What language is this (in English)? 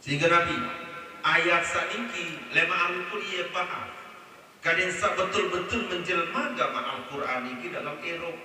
Sasak